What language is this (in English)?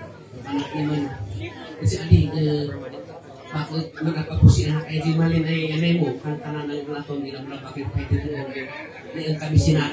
Kankanaey